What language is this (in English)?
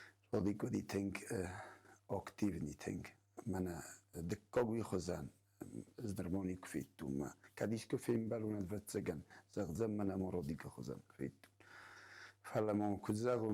Ossetic